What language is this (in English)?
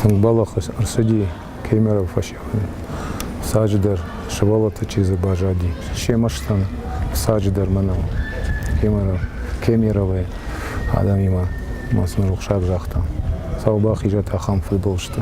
Ossetic